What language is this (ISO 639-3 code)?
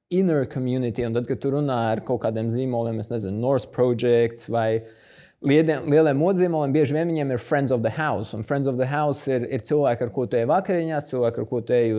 lav